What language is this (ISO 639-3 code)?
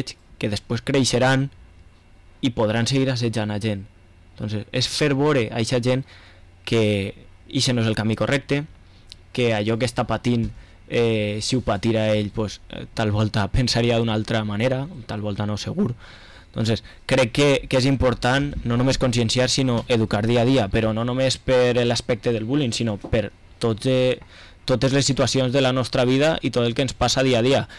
cat